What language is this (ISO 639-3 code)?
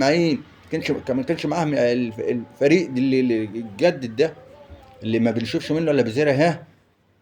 arz